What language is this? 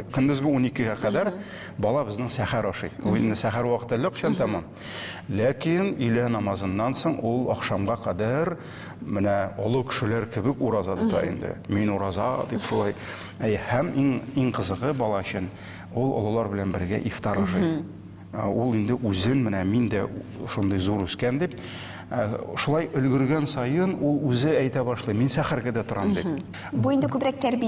Tatar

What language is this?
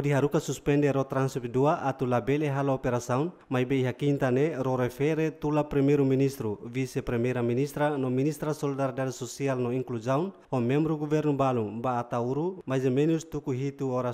Tetum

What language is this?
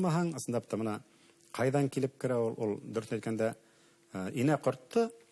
Bashkir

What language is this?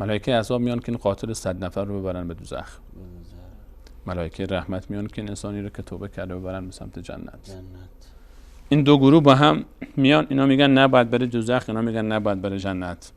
Persian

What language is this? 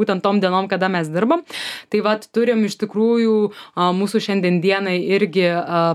Lithuanian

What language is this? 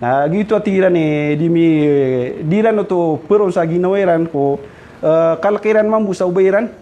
Maranao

